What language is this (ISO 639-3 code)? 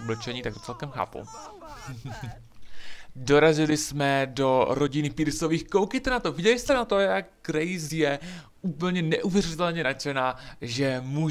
ces